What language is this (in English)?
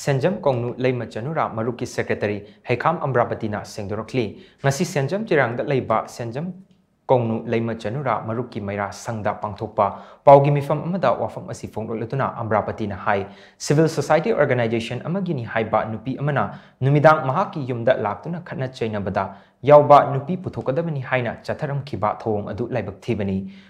Manipuri